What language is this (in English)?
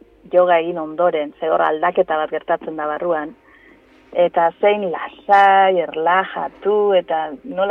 Basque